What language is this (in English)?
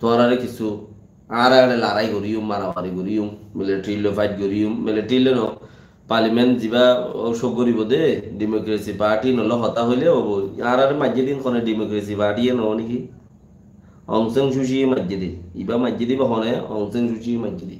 Rohingya